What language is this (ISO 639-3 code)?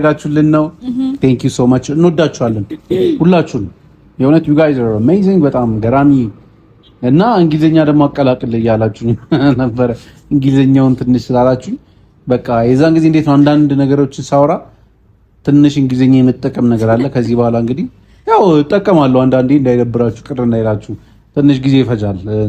amh